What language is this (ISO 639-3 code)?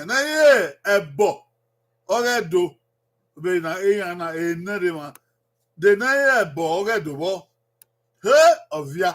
bin